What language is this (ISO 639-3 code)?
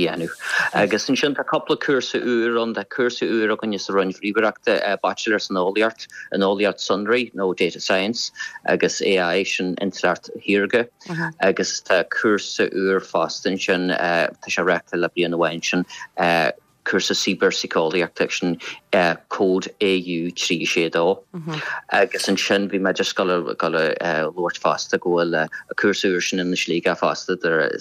gle